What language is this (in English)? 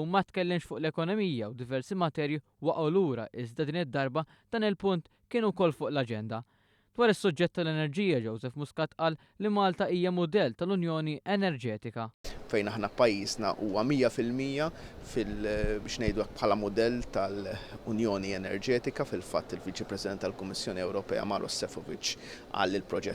Maltese